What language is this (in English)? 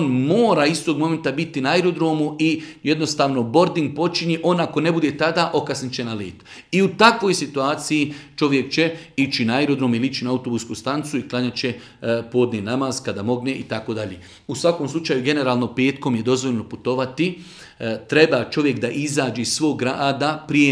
Bosnian